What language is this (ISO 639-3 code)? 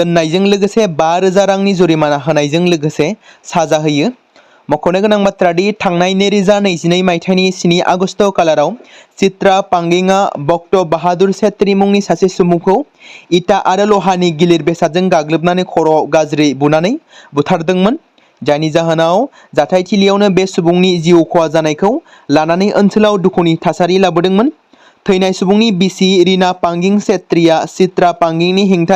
brx